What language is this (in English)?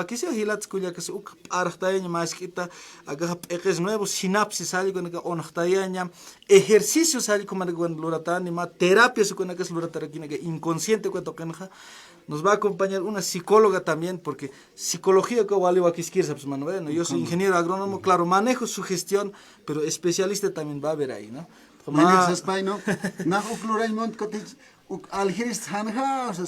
Aymara